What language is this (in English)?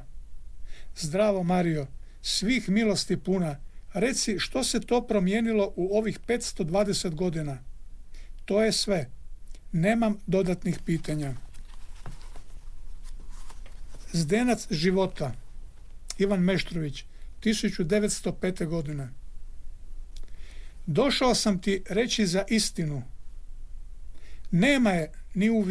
Croatian